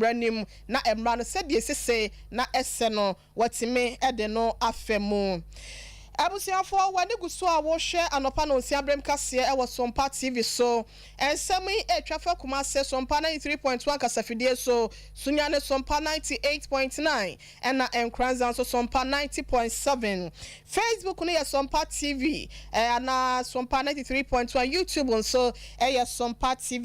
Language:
Akan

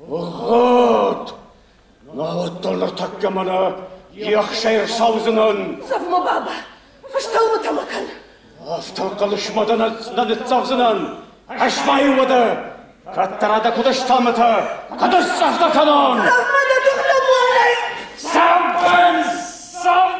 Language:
Ossetic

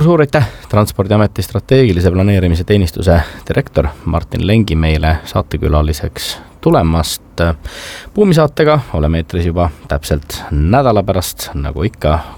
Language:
Estonian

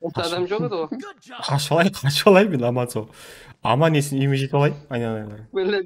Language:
Kara-Kalpak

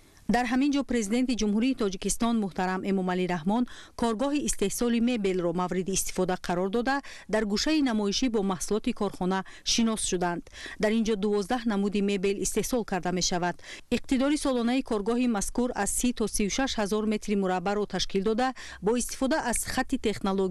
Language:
Tajik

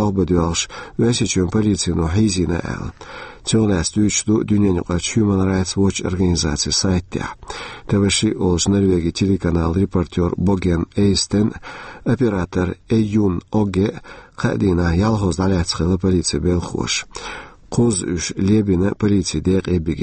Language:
Chechen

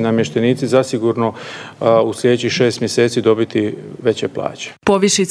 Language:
Croatian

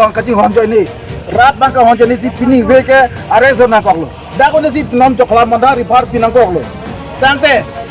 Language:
Karbi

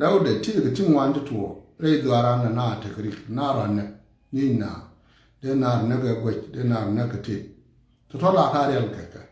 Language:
Nuer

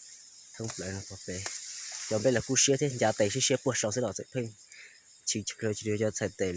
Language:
Hmong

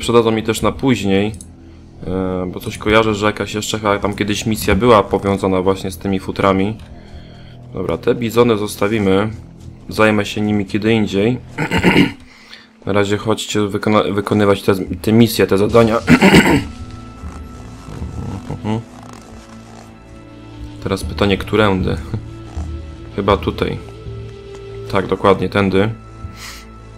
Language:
Polish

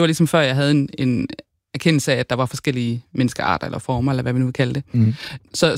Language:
Danish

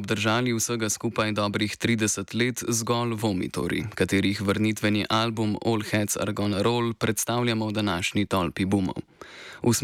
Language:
Slovenian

